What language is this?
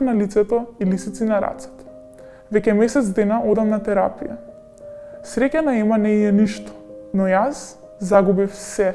Macedonian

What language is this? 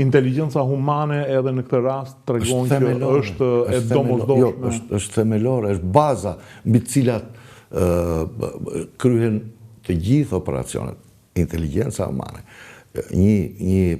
Albanian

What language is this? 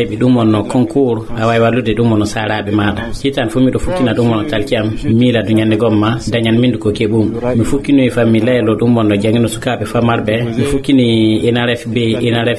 Fula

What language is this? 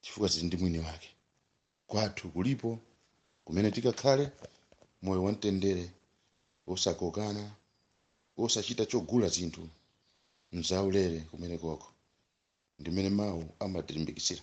Nyanja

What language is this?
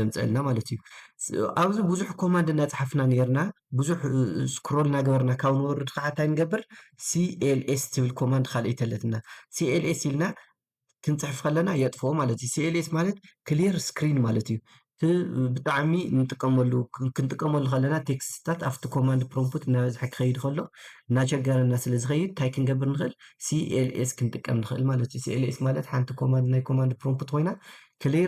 Tigrinya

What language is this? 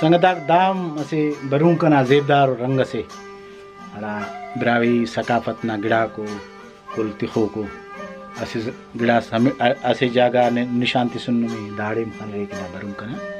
Brahui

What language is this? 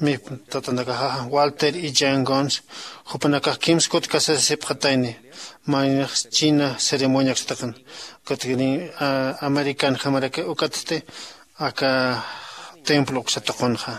Aymara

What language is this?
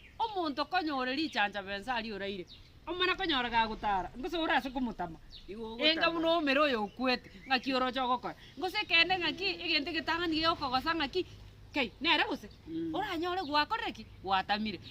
Gusii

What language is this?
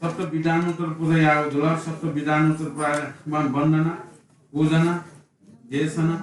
Newari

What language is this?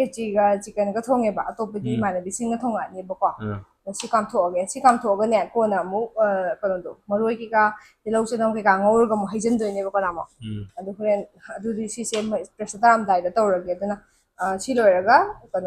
Manipuri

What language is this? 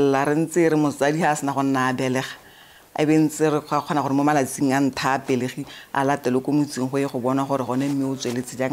Tswana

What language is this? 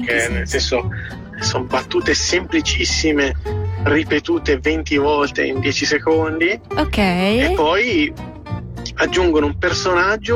Italian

